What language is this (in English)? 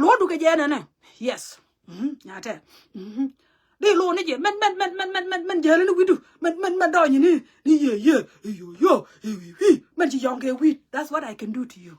Nuer